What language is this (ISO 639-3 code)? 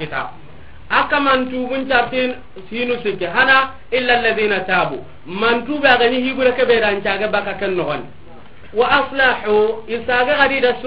snk